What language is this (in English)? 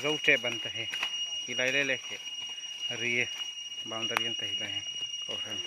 Hmar